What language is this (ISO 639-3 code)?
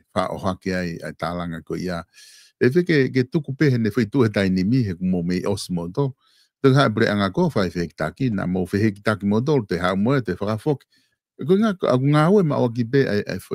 ton